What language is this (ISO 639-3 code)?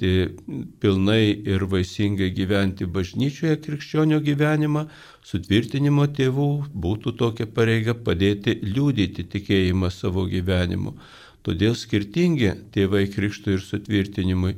lit